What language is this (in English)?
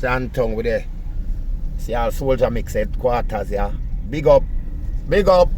Jamaican Creole English